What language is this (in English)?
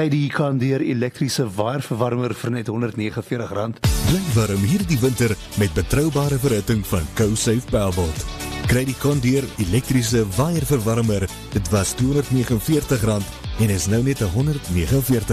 Afrikaans